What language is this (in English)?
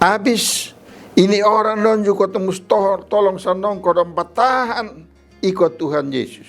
Kupang Malay